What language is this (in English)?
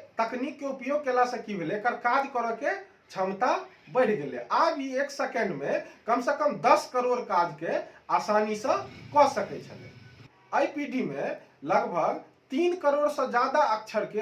Maithili